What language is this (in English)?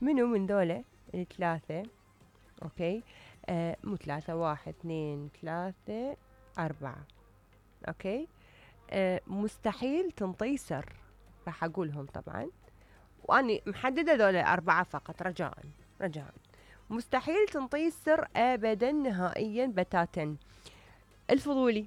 Mesopotamian Arabic